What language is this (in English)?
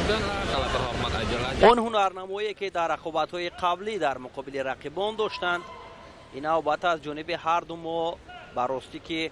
Tajik